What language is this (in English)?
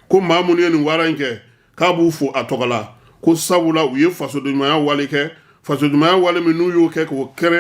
Bambara